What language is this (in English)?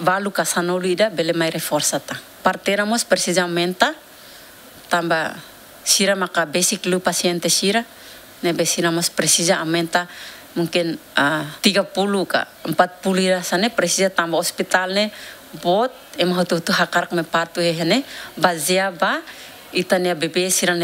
Tetum